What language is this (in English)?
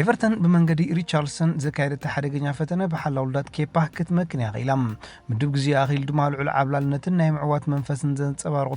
Tigrinya